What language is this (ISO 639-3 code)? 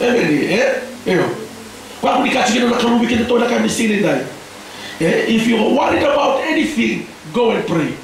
fij